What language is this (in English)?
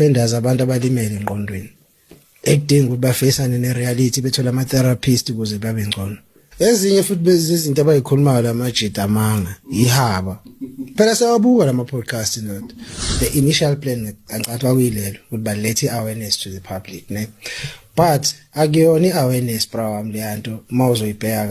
Zulu